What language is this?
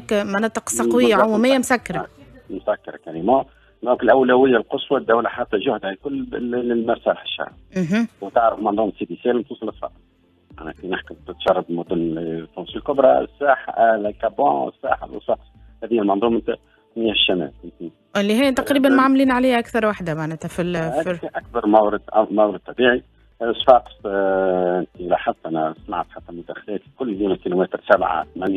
Tunisian Arabic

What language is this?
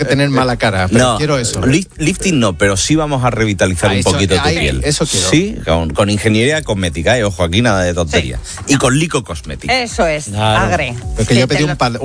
Spanish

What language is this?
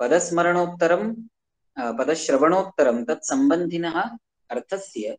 Sanskrit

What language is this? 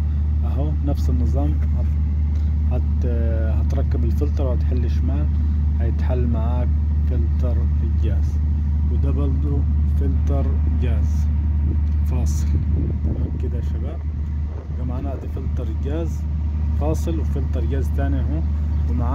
Egyptian Arabic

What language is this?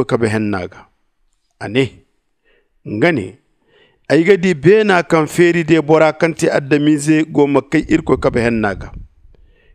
Zarma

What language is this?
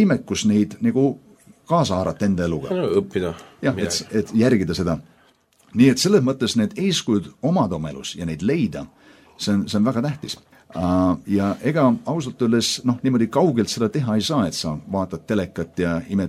Estonian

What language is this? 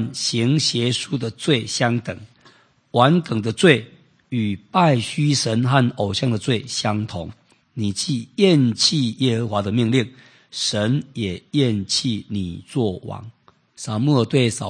Chinese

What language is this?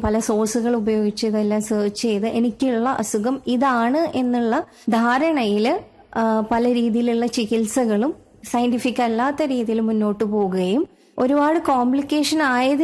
Malayalam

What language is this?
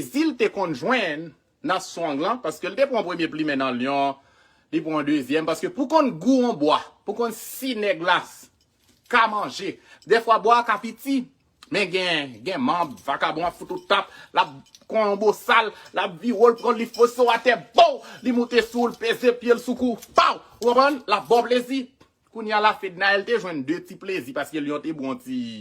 Haitian Creole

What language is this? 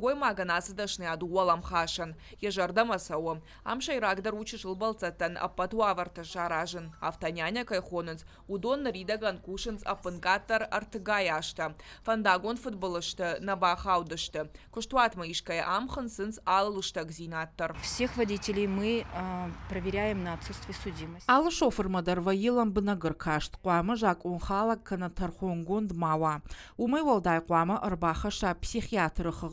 Ossetic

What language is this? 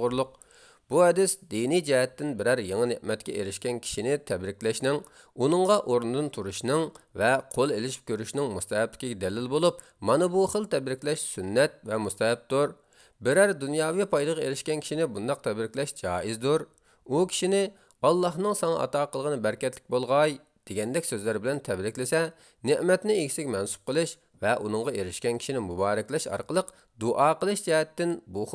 Uyghur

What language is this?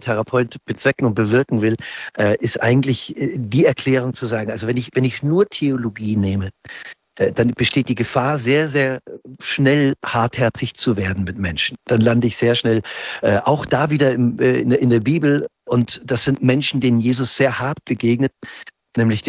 German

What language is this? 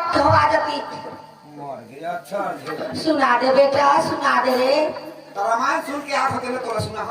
Chhattisgarhi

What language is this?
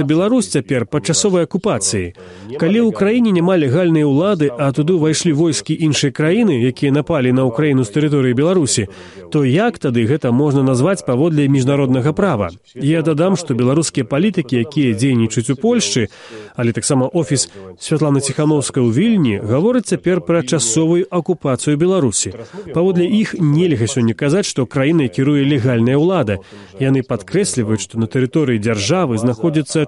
Belarusian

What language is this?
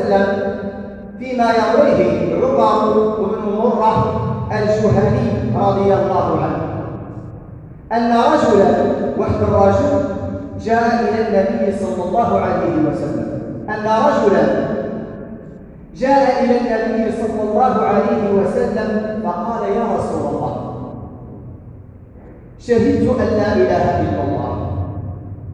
Arabic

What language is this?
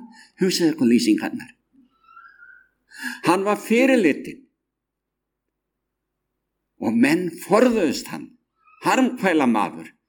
Icelandic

